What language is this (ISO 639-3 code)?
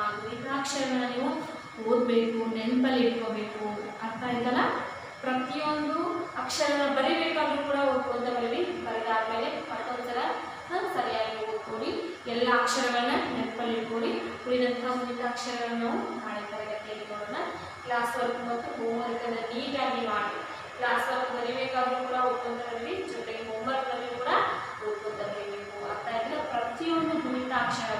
kan